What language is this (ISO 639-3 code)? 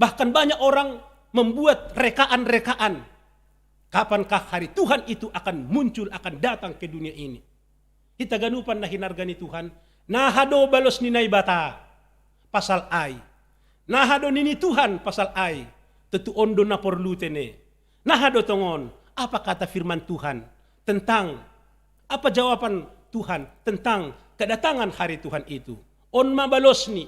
bts